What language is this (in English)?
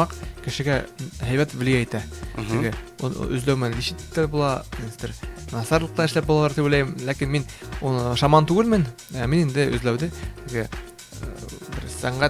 Bashkir